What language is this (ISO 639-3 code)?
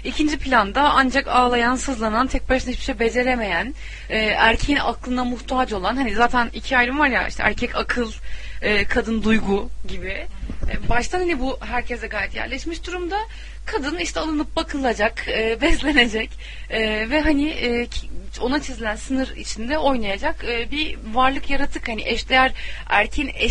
tur